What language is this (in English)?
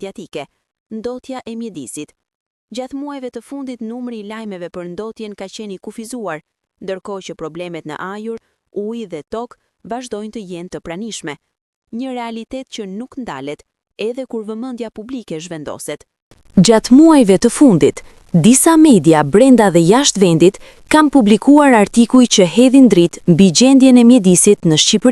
Albanian